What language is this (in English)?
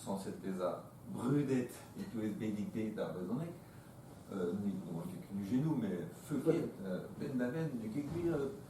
Breton